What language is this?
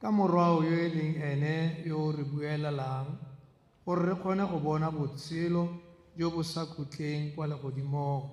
Tswana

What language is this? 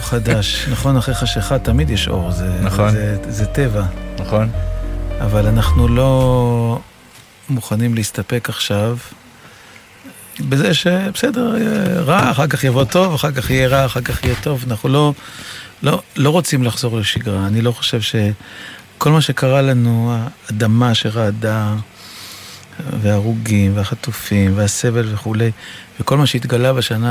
Hebrew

